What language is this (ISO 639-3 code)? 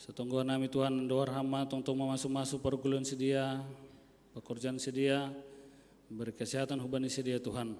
bts